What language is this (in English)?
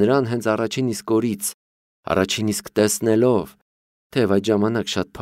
Armenian